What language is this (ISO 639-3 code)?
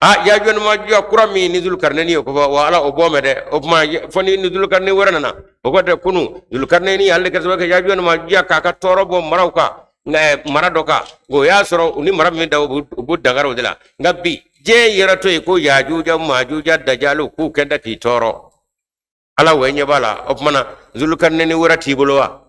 bam